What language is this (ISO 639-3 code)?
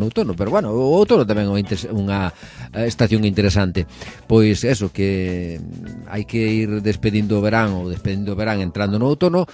glg